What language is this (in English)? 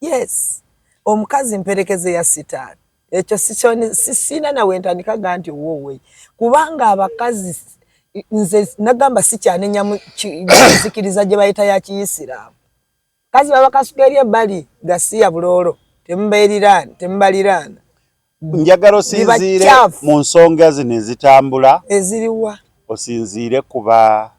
Ganda